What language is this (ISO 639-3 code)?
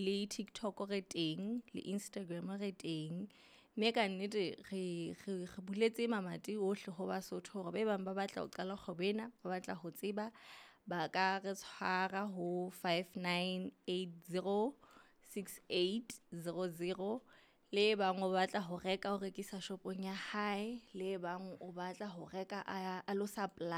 sot